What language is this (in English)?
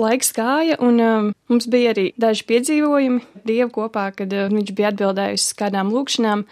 Latvian